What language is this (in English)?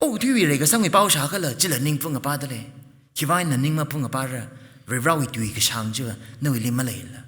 Tangkhul Naga (India)